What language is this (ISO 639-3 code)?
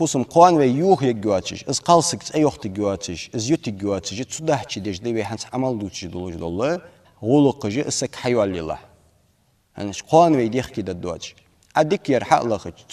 inh